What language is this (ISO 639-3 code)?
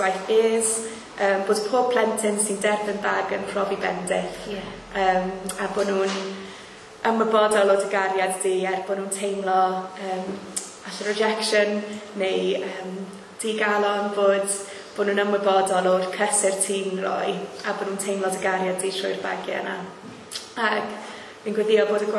cym